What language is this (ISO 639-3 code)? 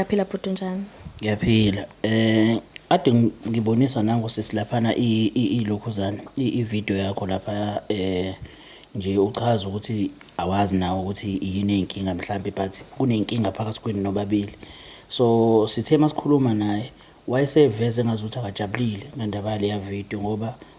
zul